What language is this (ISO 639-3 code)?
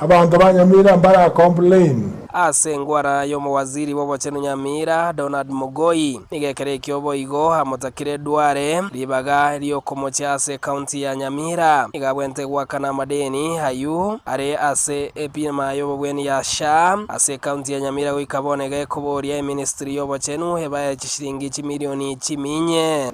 guz